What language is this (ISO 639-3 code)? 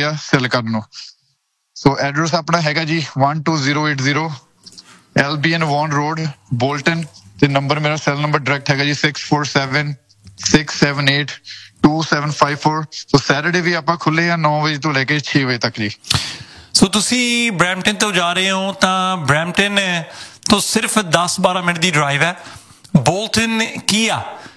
pan